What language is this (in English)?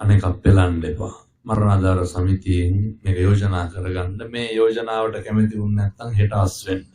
Sinhala